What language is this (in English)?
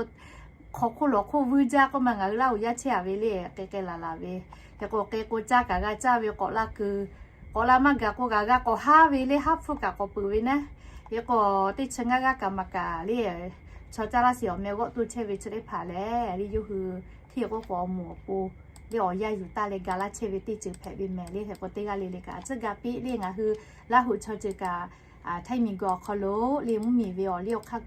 Lahu